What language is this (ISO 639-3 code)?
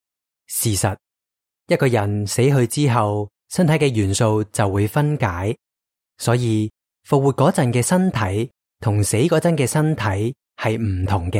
yue